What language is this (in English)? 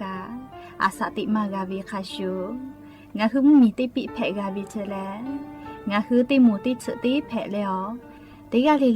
Lahu